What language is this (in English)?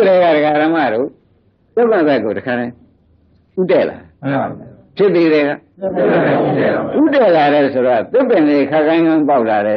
Burmese